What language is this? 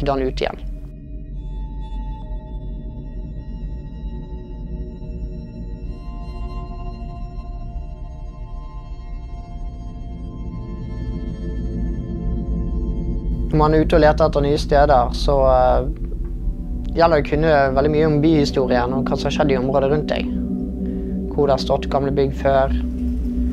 Norwegian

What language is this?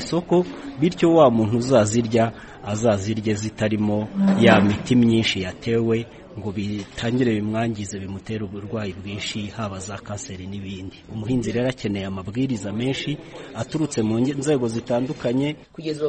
Kinyarwanda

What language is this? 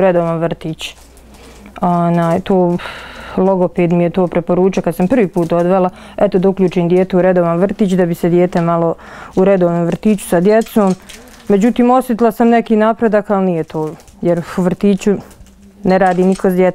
Bosnian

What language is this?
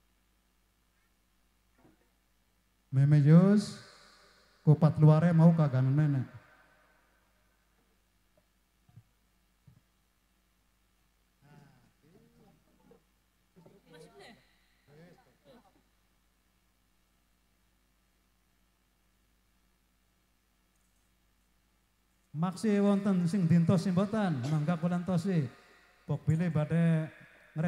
Javanese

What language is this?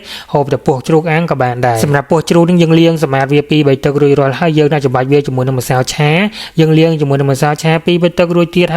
Khmer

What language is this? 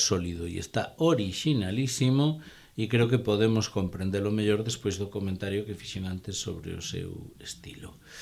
Galician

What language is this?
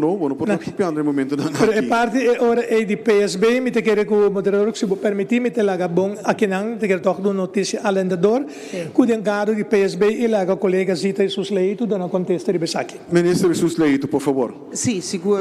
Papiamento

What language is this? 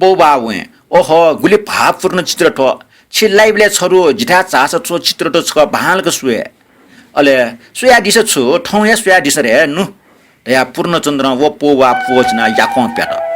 Newari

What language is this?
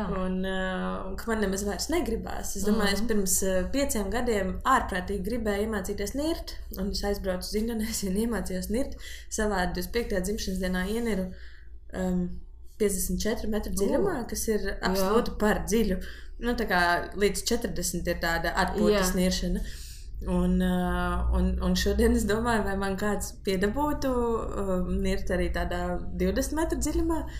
Latvian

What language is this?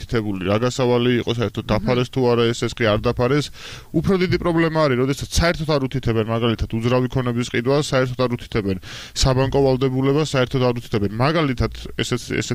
Georgian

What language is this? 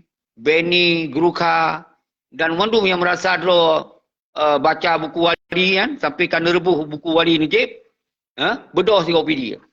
Achinese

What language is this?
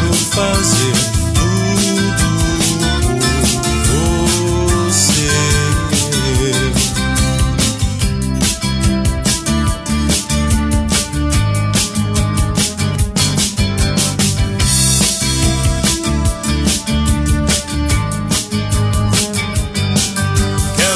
Portuguese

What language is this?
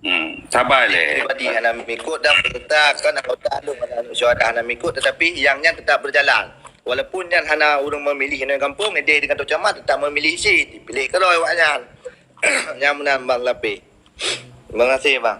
Achinese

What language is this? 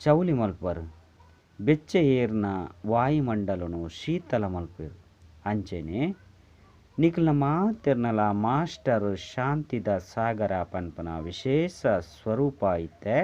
Tulu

